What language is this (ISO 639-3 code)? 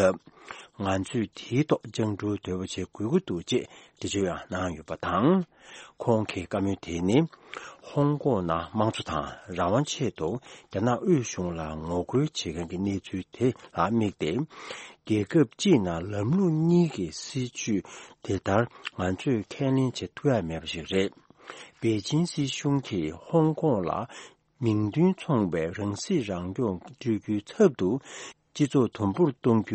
bod